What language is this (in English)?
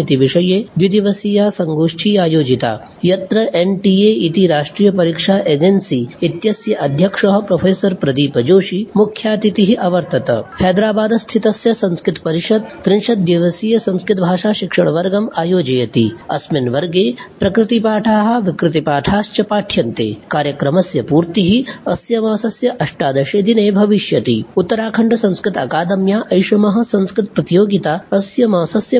Sanskrit